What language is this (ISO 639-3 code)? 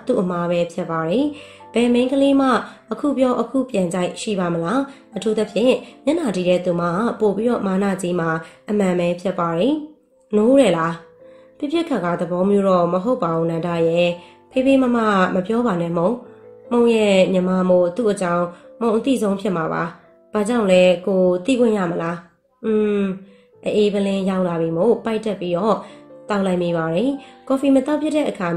mya